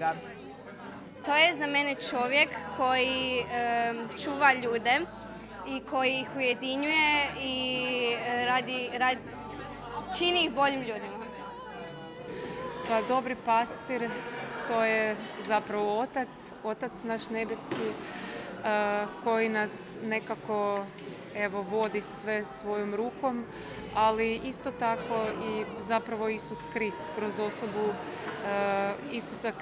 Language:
Croatian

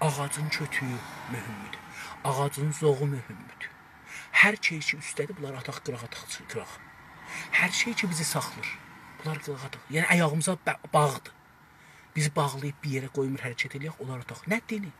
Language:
South Azerbaijani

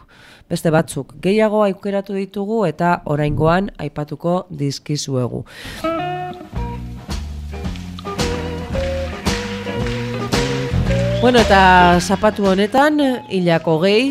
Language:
Basque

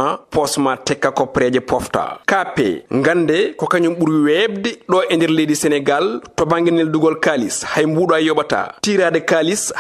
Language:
Fula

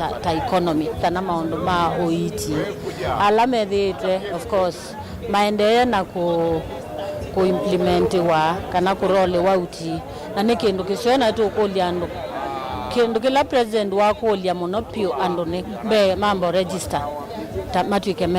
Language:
Kamba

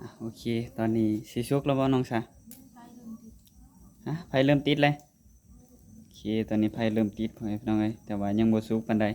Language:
Northeastern Thai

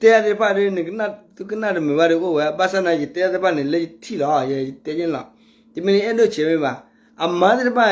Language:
S'gaw Karen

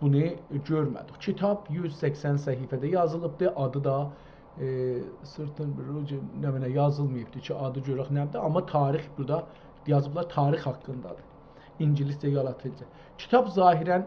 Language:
South Azerbaijani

